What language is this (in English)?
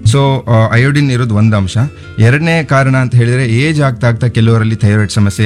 Kannada